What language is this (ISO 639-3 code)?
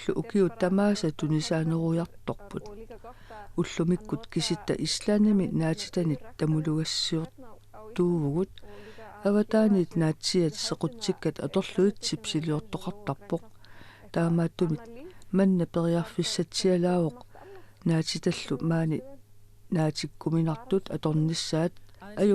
kal